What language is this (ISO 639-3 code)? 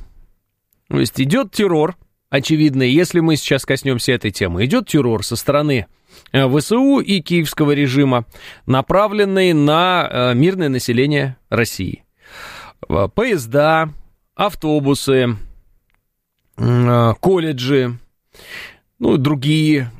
rus